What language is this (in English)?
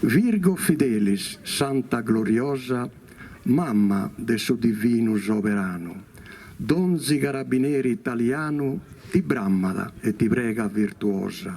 Sardinian